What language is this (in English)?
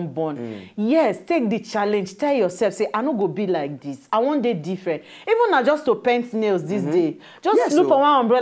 Nigerian Pidgin